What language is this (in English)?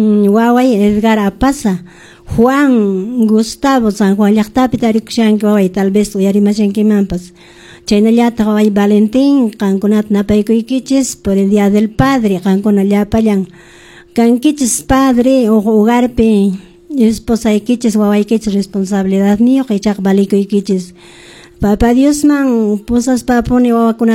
Quechua